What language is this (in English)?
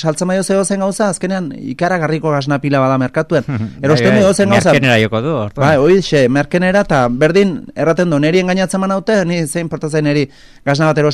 Basque